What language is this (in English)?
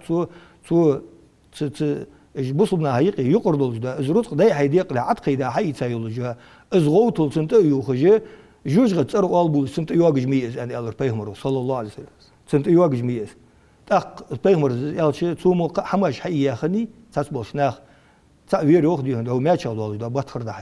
Ingush